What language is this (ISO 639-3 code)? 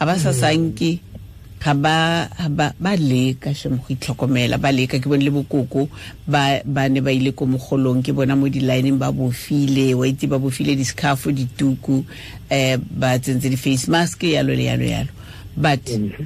tsn